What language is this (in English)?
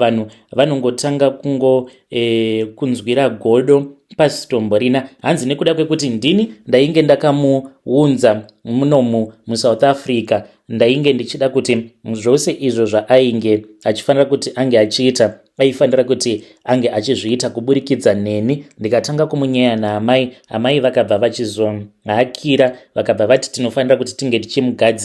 Shona